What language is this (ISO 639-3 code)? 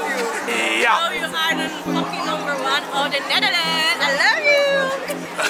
nld